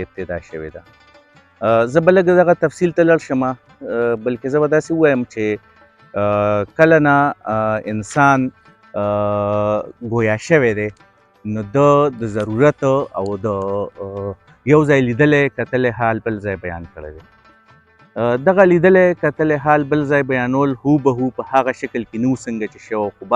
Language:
Pashto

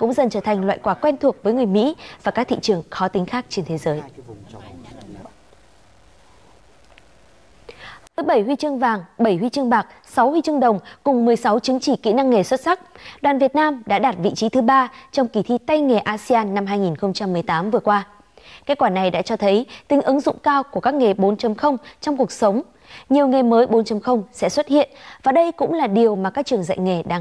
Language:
Vietnamese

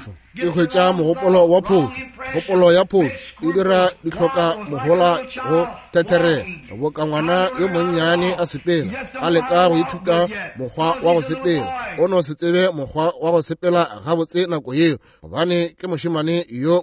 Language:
Northern Sotho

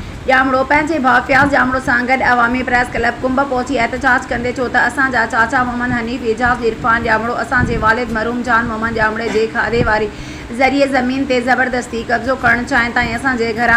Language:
Sindhi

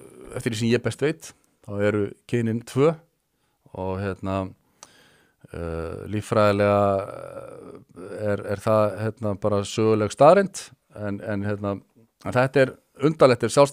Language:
Icelandic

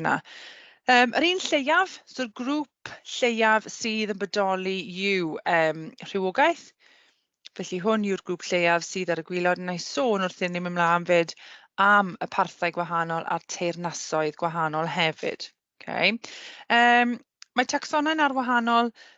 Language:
Welsh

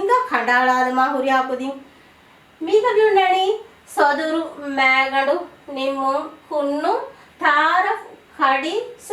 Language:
Divehi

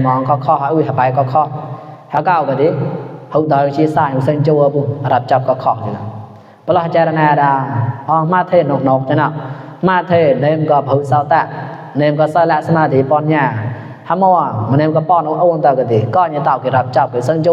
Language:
Mon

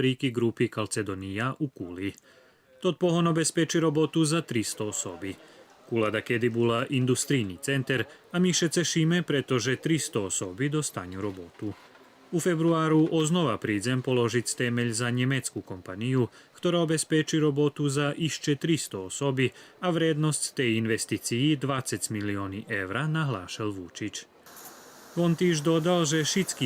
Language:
Rusyn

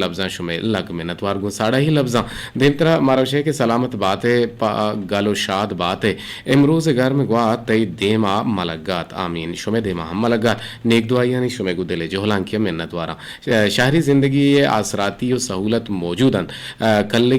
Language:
Eastern Balochi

